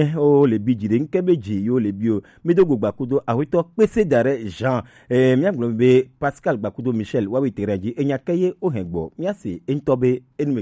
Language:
Gen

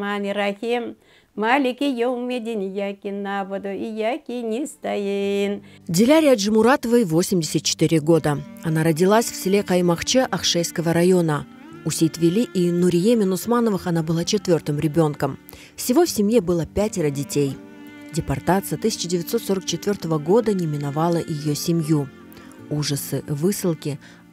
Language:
Crimean Tatar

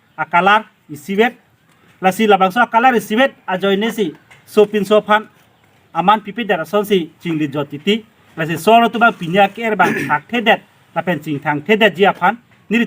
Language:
Karbi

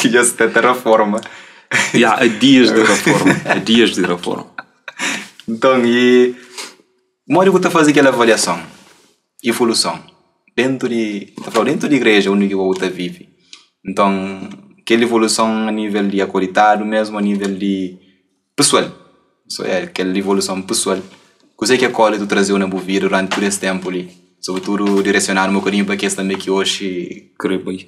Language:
Kabuverdianu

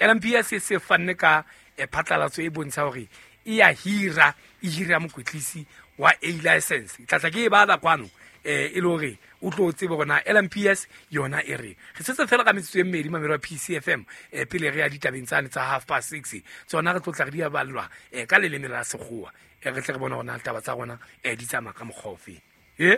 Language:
Southern Sotho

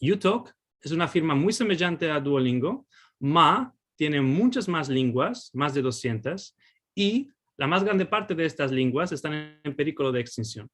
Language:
Ladino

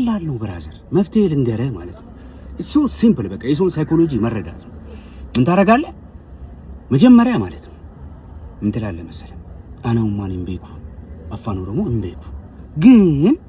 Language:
Amharic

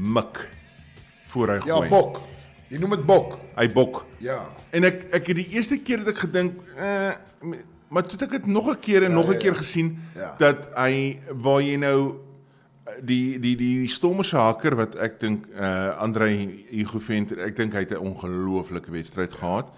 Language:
Afrikaans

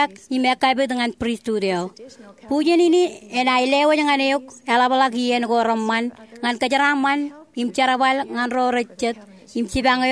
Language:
Marshallese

